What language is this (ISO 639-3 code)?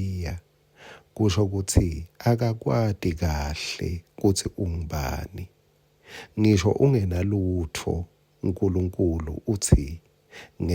ssw